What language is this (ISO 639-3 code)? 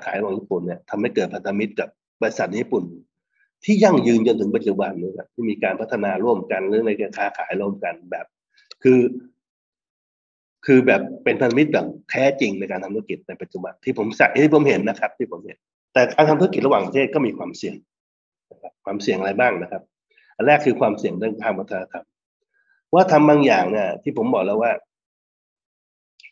tha